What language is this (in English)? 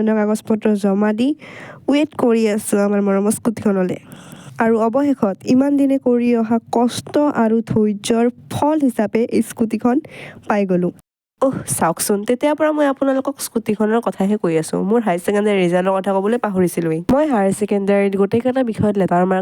Assamese